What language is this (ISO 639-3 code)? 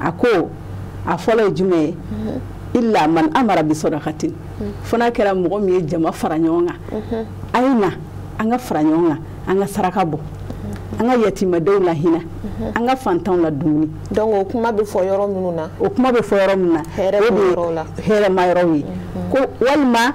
bam